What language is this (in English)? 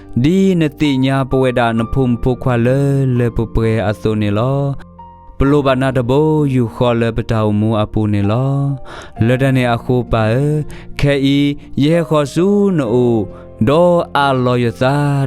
S'gaw Karen